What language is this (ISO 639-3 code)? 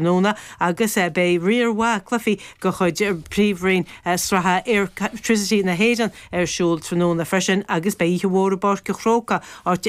gle